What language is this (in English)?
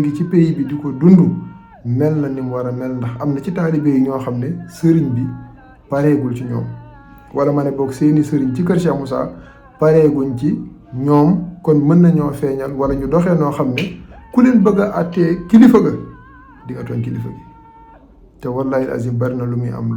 Wolof